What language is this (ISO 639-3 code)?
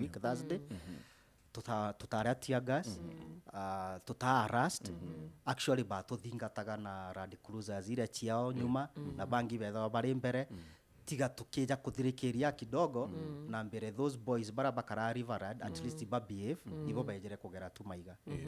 mer